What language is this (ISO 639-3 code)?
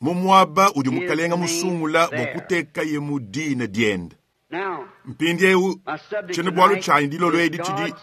lua